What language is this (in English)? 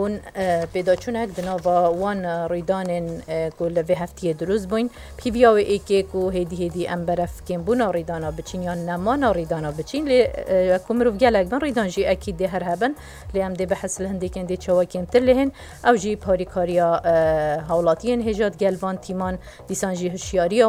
Kurdish